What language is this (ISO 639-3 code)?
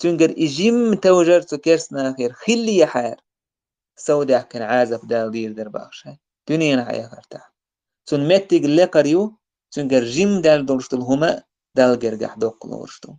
che